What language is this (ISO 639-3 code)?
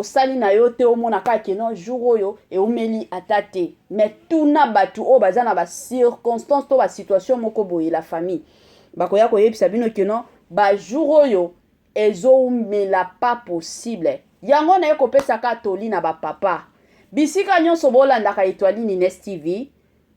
lin